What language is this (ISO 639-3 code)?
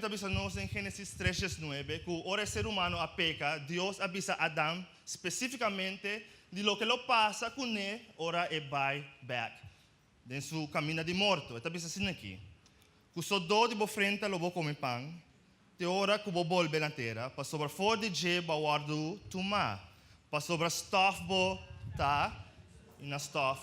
pap